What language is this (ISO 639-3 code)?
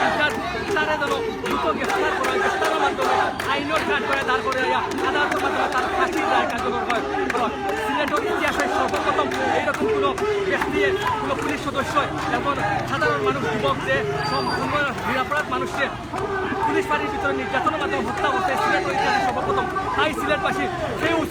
syl